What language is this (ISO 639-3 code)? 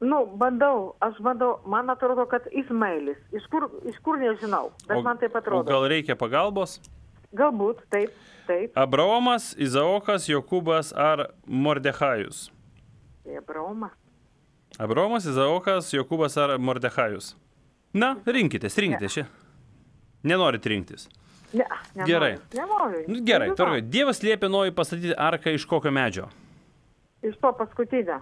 lit